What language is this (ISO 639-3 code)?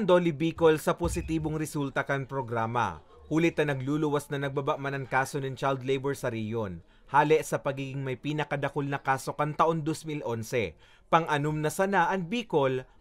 bik